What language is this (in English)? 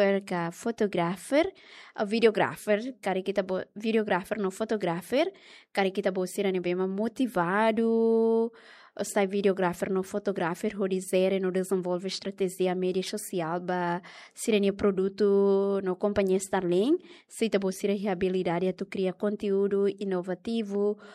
Tetum